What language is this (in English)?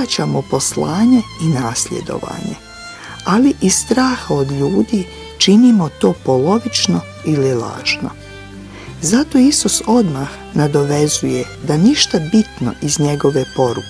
Bosnian